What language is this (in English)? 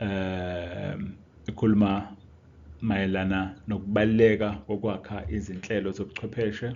Zulu